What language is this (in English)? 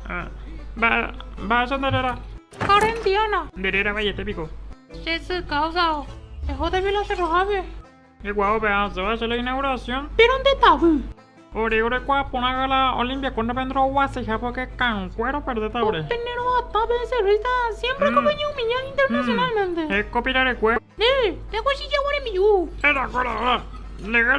Guarani